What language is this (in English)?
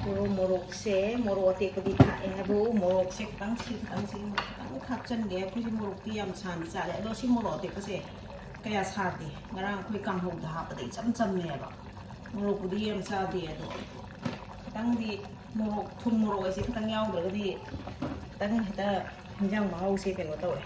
Manipuri